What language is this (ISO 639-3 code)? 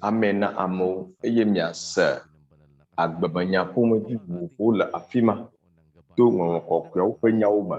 ewe